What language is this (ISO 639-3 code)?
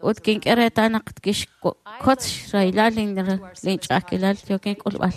kek